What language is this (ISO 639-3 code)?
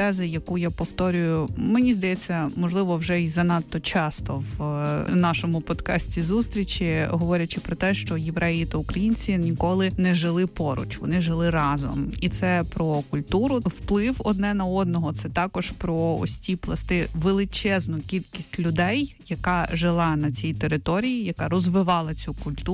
ukr